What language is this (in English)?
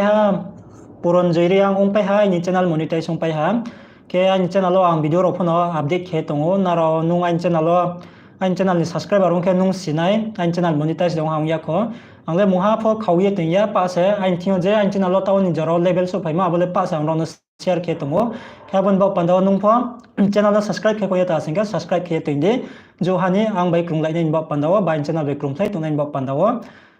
Riang (India)